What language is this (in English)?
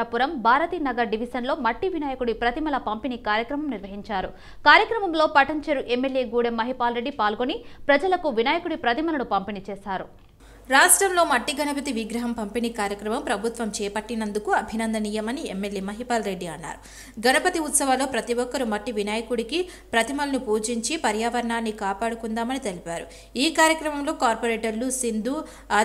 Telugu